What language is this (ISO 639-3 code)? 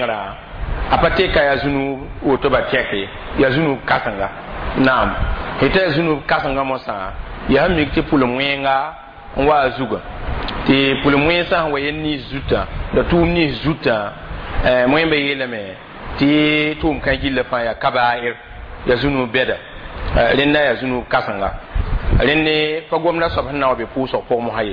mos